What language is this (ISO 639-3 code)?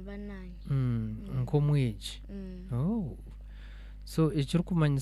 nyn